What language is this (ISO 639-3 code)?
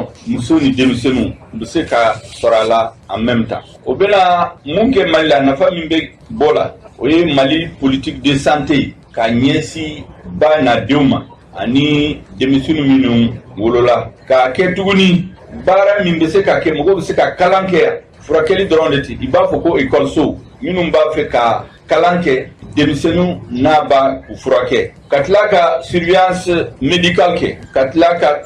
bam